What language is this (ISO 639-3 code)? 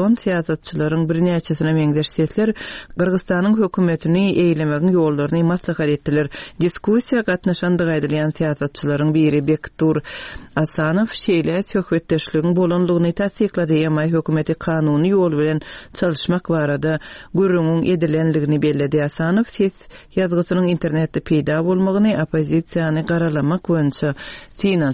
tuk